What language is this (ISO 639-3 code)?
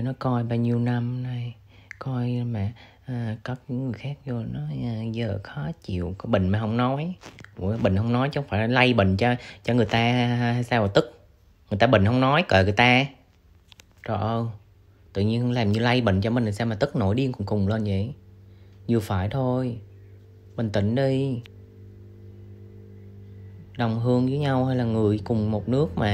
vie